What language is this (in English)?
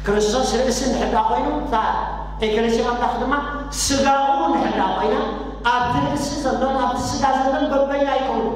Tigrinya